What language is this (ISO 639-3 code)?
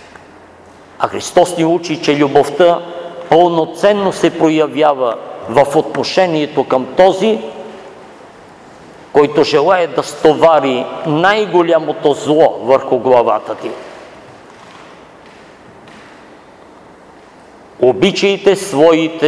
bul